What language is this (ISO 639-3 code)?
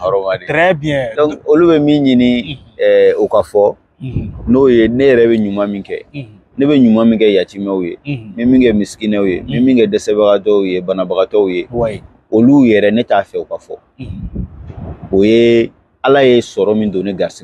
bam